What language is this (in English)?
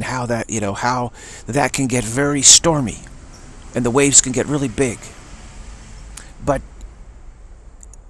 English